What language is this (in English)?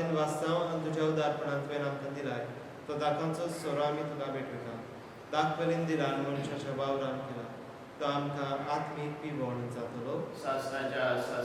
Konkani